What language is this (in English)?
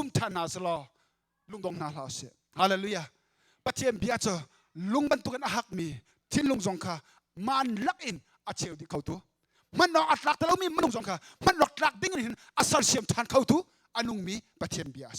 Hakha Chin